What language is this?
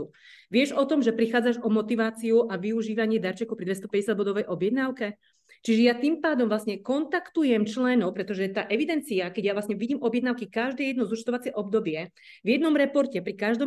Slovak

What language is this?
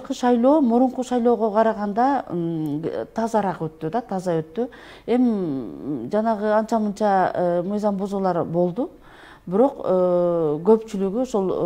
Kyrgyz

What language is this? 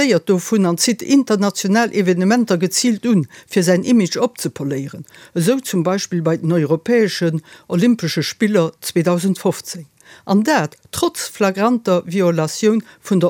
Luxembourgish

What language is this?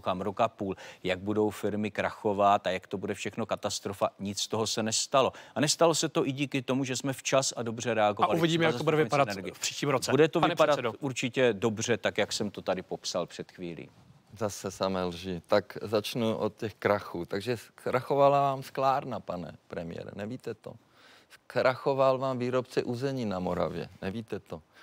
Czech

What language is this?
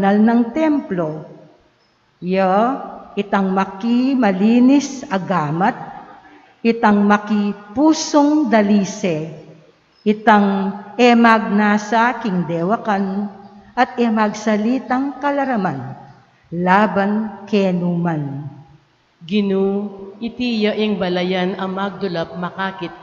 Pampanga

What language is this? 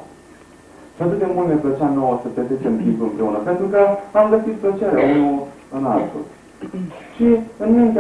Romanian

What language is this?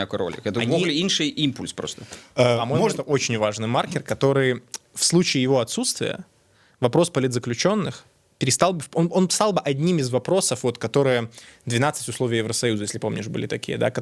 Belarusian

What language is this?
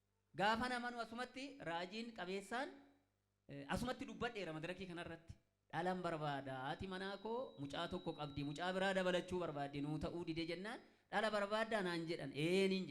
Oromo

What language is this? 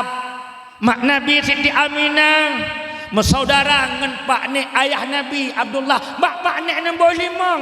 Achinese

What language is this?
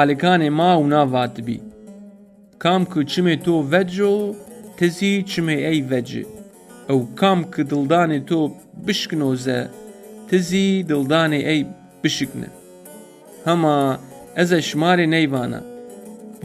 Zaza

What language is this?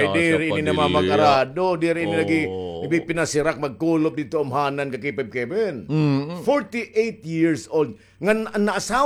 Waray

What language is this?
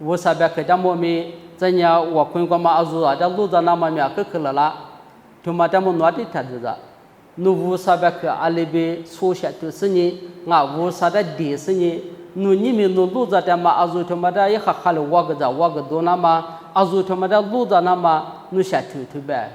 Lisu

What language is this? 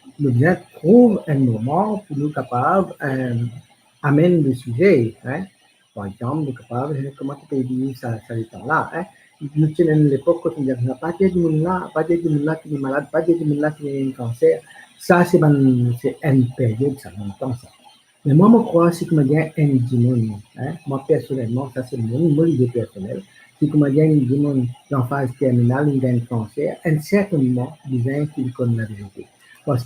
Morisyen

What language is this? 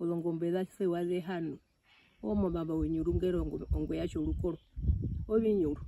Herero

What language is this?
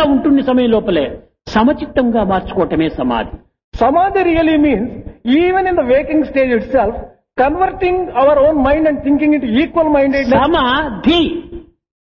Telugu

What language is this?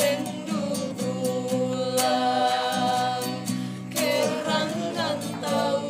Toraja-Sa'dan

